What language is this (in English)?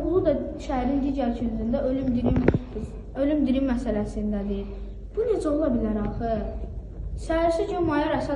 Azerbaijani